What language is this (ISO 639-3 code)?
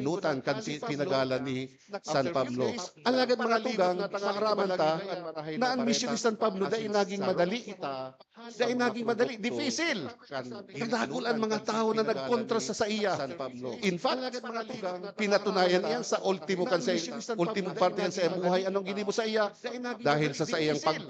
bik